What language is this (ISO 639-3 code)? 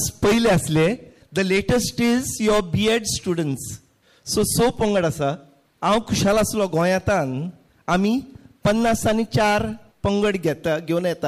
kok